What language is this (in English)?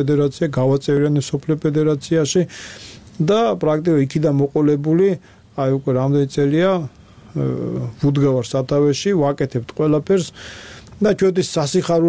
Georgian